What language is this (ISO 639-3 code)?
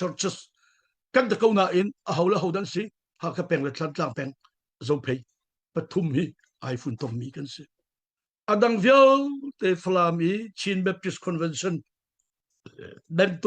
cnh